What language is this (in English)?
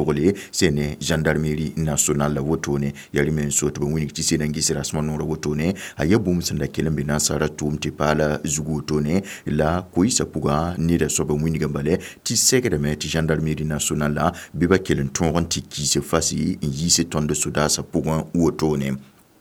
Mossi